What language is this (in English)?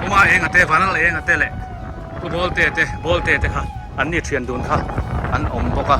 Biete